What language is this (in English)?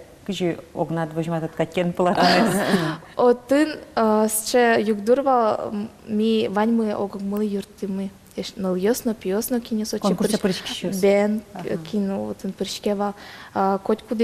Udmurt